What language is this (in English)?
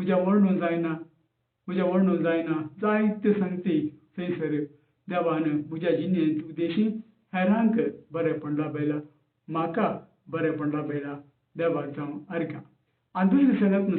Konkani